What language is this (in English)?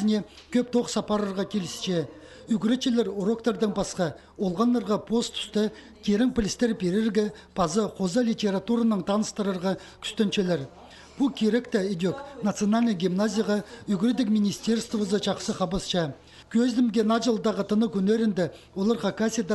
Khakas